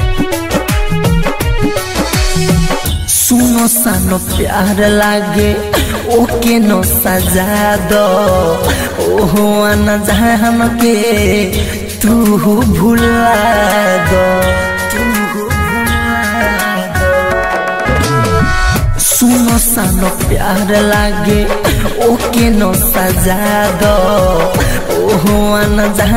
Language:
Bhojpuri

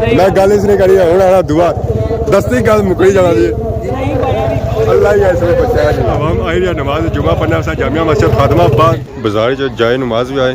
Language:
Pahari-Potwari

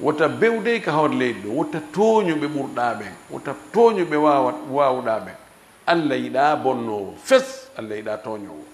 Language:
Fula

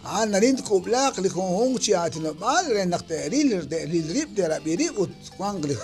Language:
Kekchí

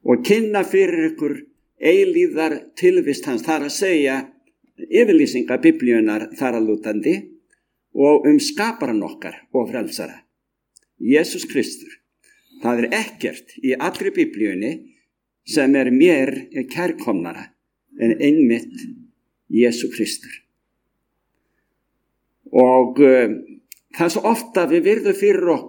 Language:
Icelandic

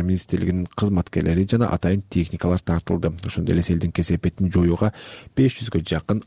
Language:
Kyrgyz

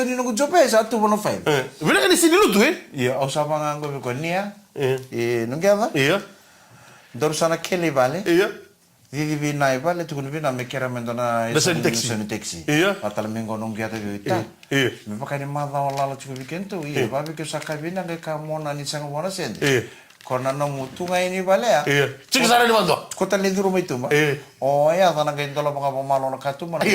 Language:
Fijian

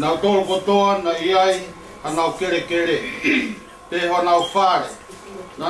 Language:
Tongan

